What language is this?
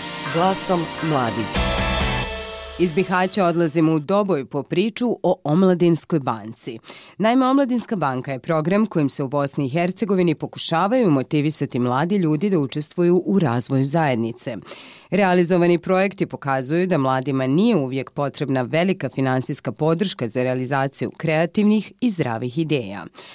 Bosnian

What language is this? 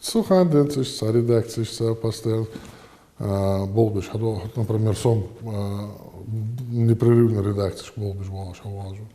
Ingush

